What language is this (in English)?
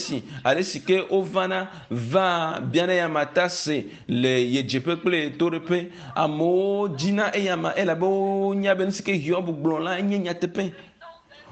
Ewe